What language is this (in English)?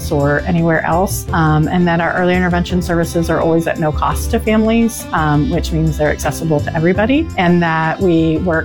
English